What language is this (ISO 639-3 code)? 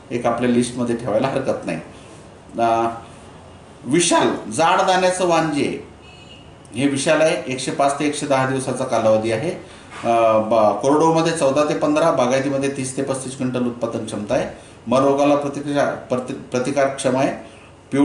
mar